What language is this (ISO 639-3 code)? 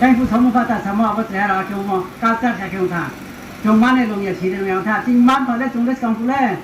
ria